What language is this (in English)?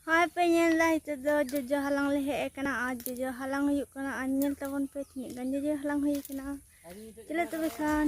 Santali